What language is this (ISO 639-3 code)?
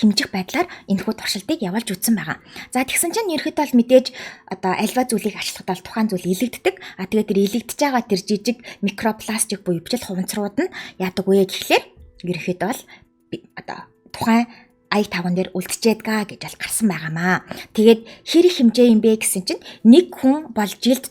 mon